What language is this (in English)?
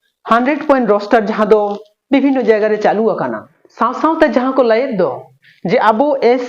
Santali